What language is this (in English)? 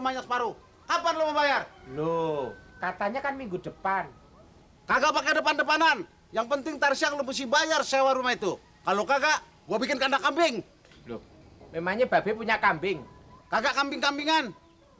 Betawi